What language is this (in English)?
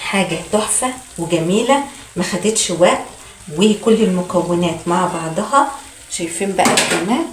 Egyptian Arabic